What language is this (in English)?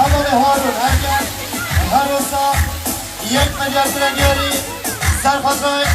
Kurdish